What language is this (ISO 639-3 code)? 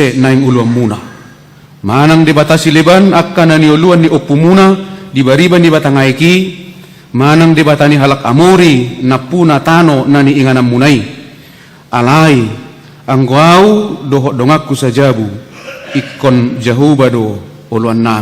bbc